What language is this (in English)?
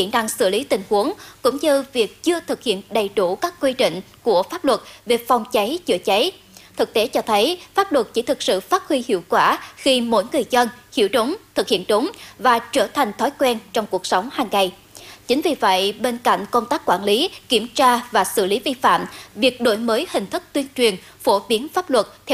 Vietnamese